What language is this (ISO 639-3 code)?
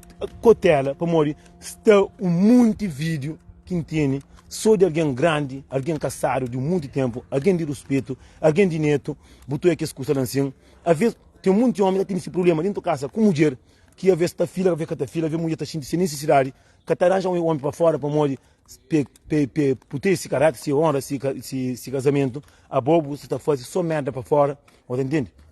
kea